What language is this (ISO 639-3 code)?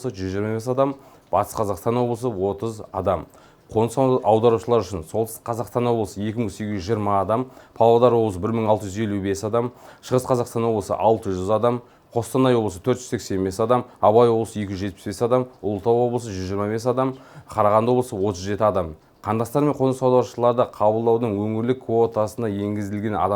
kaz